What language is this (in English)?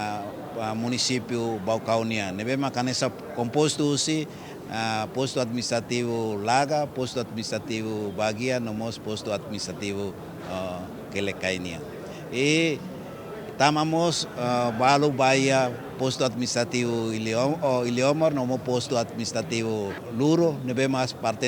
Tetum